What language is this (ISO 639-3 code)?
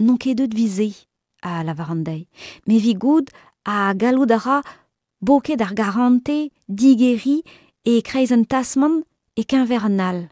bre